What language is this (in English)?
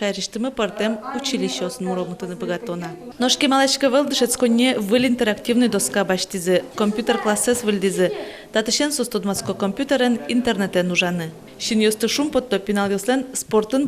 Udmurt